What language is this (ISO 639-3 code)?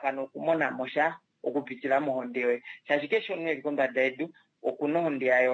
kua